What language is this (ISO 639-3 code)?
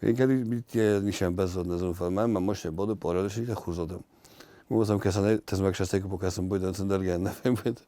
oss